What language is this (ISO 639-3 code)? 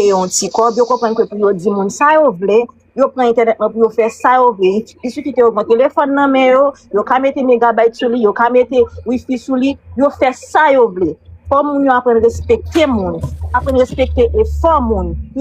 hat